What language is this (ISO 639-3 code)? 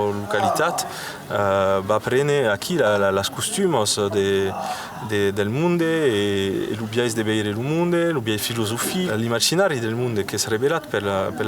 oci